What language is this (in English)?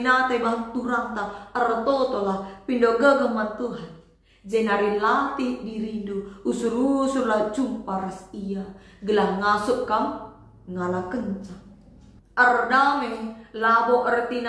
Batak Karo